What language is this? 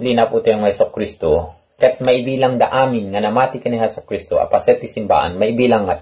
Iloko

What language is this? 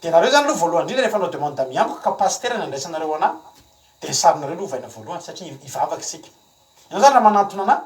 Malagasy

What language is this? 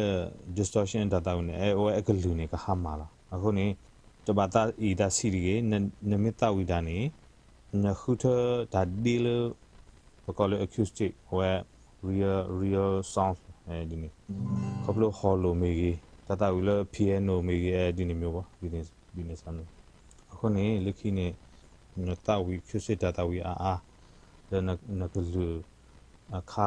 S'gaw Karen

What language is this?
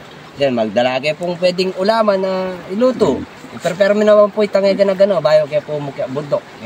Pampanga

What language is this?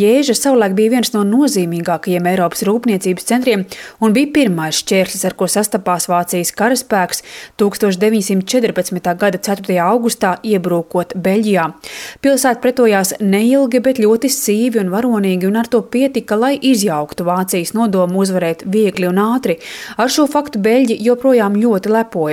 Latvian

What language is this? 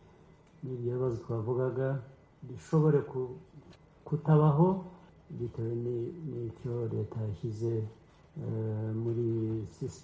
Kinyarwanda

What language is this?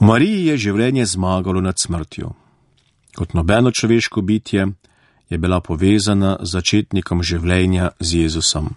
Slovenian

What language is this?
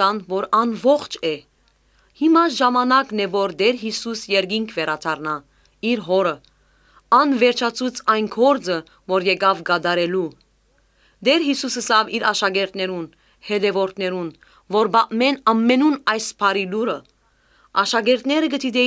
Armenian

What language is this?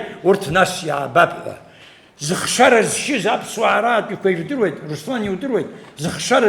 Abkhazian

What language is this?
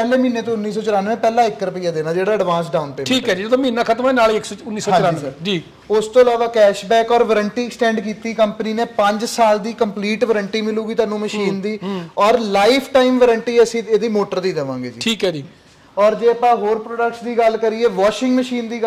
Punjabi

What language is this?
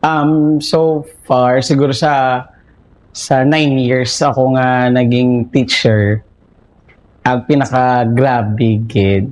Hiligaynon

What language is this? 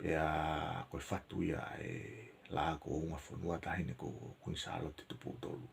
Tongan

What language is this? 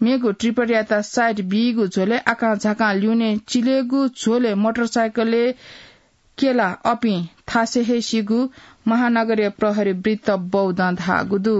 Newari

